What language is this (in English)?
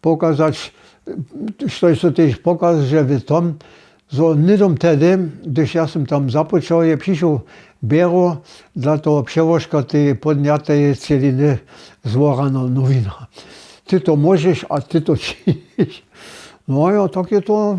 Upper Sorbian